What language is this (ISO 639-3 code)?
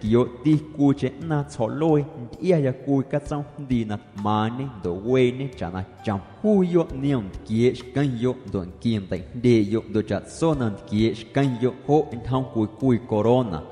amu